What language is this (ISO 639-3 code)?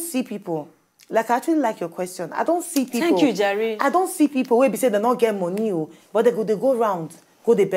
pcm